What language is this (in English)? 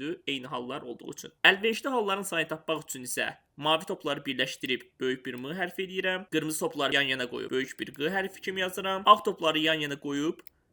Azerbaijani